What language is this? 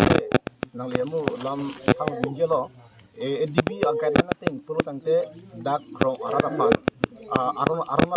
Karbi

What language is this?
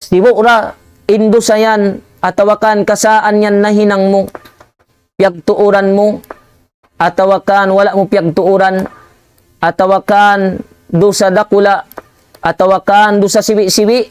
Tausug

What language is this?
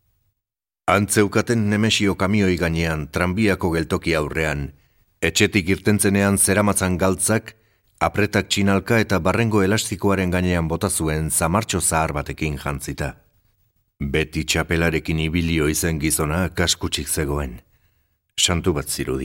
Basque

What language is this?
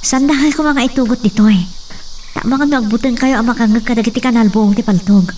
Iloko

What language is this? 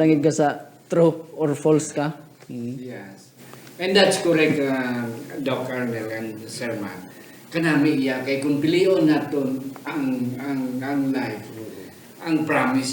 Hiligaynon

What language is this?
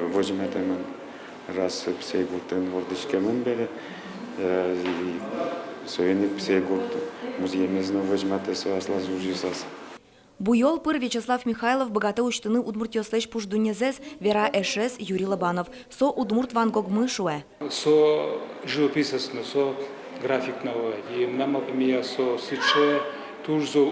Udmurt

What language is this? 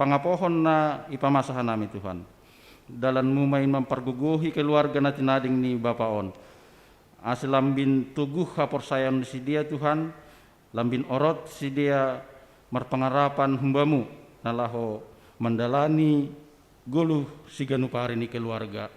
Batak Simalungun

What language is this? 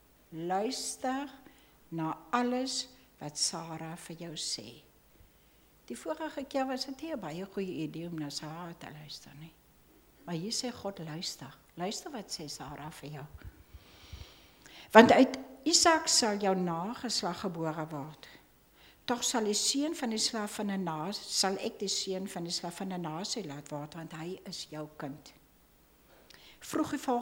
Afrikaans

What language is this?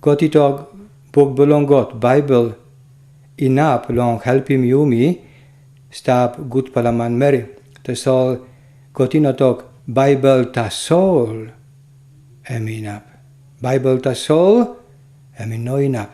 Tok Pisin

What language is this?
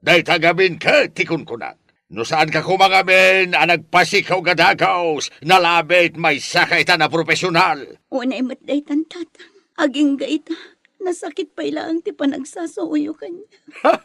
Iloko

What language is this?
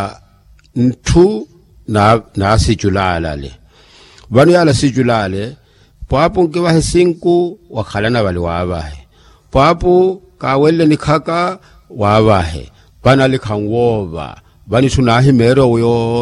Makhuwa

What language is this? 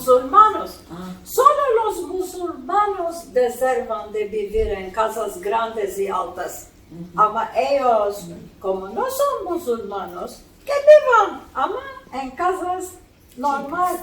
Ladino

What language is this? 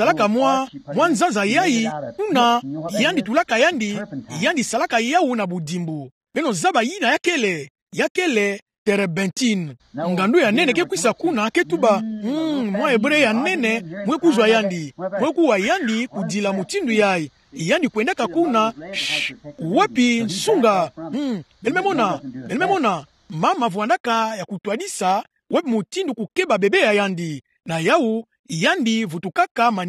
Kituba (Democratic Republic of Congo)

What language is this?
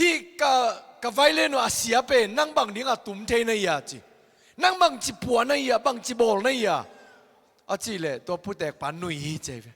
Tedim Chin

